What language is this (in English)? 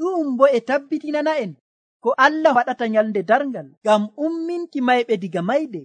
Nigerian Fulfulde